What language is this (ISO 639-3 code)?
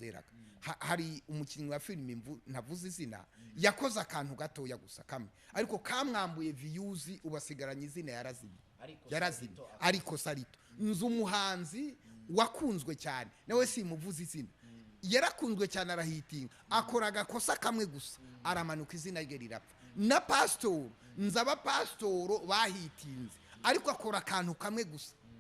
kin